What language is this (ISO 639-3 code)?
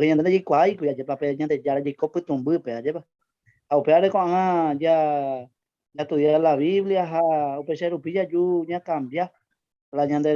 grn